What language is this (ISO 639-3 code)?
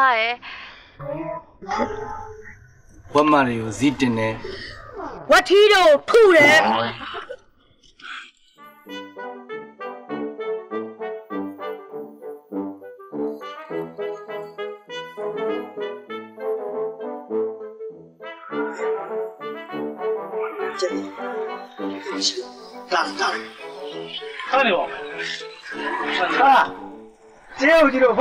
mya